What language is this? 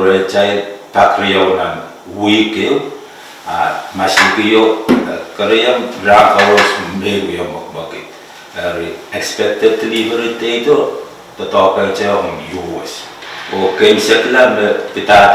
Pohnpeian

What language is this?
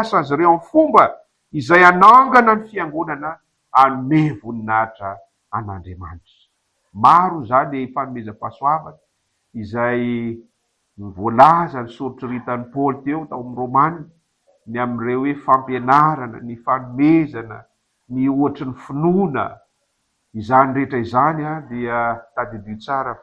Malagasy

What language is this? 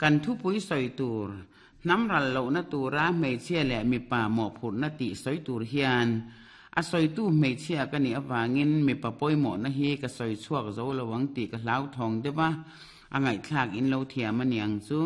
Mizo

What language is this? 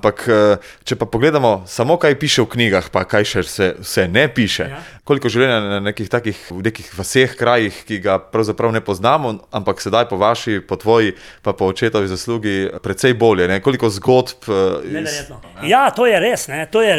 Slovenian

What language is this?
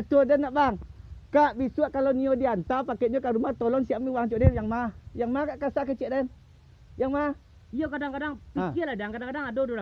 Minangkabau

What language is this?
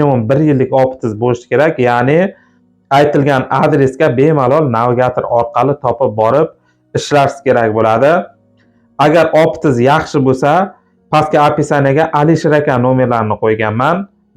Uzbek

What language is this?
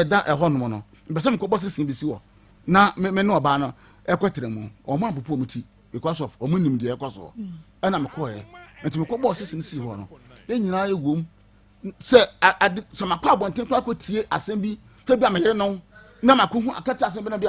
Akan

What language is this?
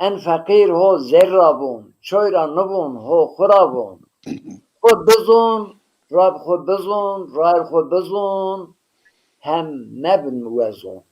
Zaza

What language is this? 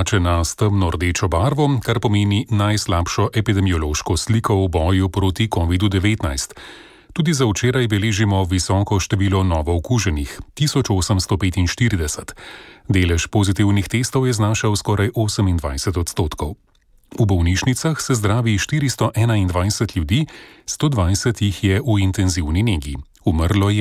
Slovenian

